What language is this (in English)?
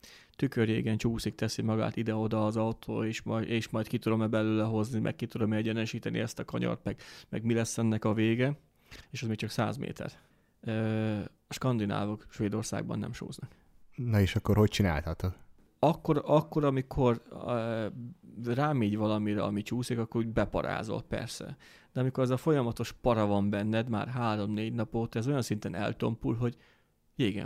Hungarian